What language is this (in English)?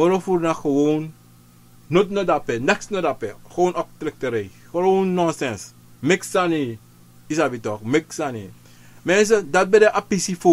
Sranan Tongo